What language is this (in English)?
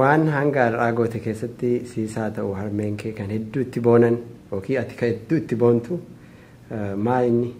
Oromo